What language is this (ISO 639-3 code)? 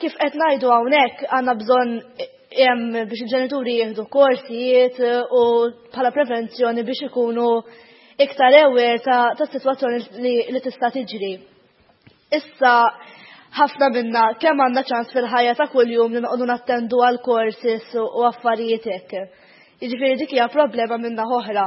mlt